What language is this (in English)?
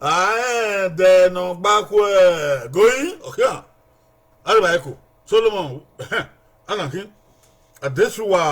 Bini